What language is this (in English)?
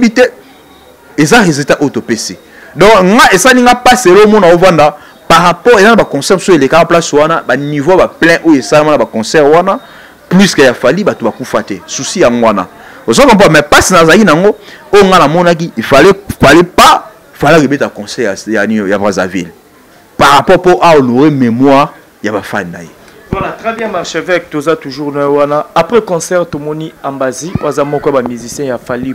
Lingala